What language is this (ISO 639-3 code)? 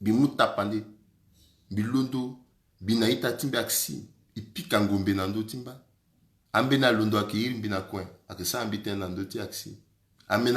sag